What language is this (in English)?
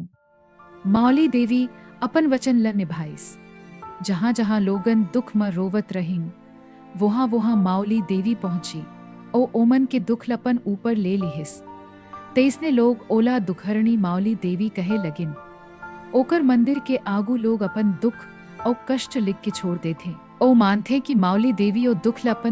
Chhattisgarhi